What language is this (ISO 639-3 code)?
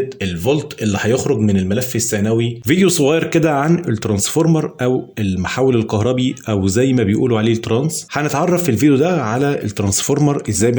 arz